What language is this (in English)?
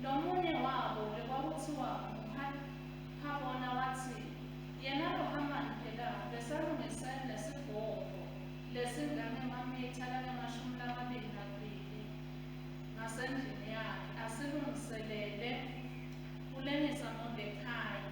Swati